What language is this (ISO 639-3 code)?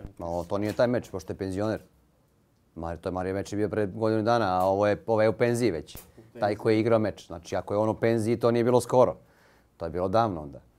srp